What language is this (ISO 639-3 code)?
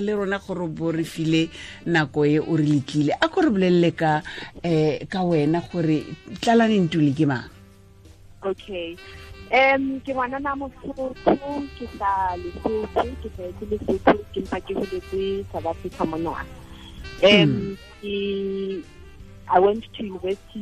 sot